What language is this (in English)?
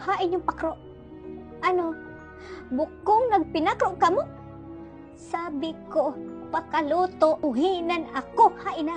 Bikol